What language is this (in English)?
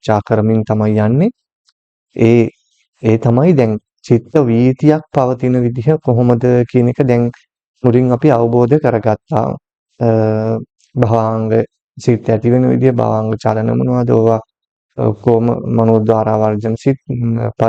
Sinhala